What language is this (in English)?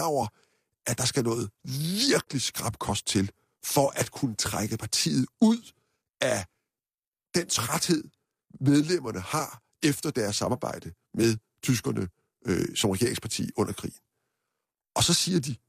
Danish